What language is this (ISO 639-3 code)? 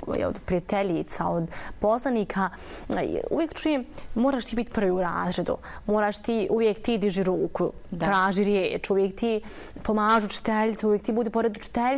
bos